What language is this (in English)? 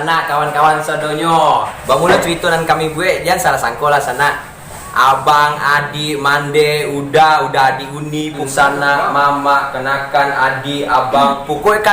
Minangkabau